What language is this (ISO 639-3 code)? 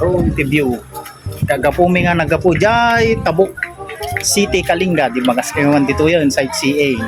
ilo